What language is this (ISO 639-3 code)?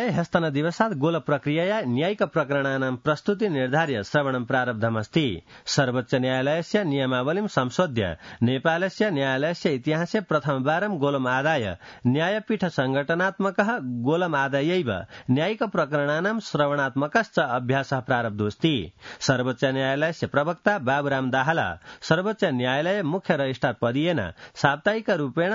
san